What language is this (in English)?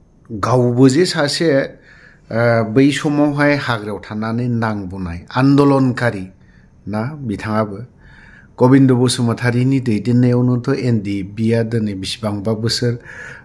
Bodo